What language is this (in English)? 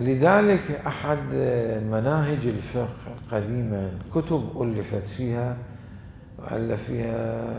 Mesopotamian Arabic